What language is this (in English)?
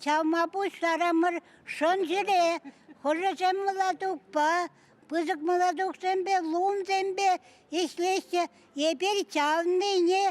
Chuvash